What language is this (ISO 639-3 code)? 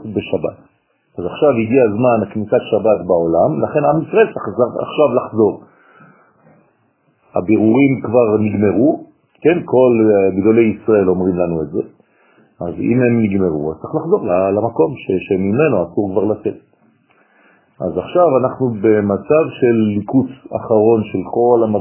heb